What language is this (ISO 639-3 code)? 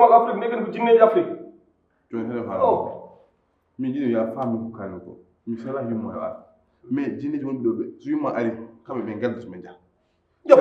ful